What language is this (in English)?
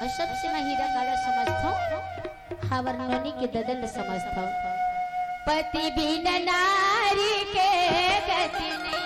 Chhattisgarhi